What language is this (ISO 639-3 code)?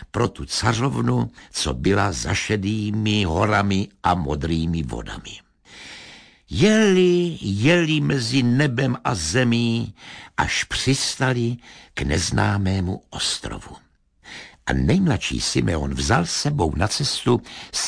ces